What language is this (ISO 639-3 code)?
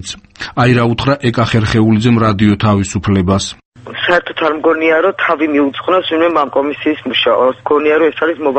kat